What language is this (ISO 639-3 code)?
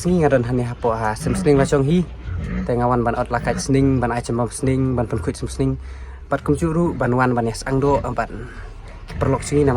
kha